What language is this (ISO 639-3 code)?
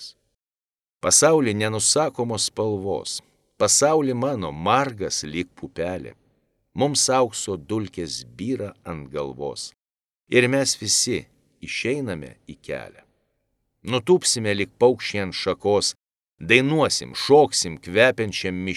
lit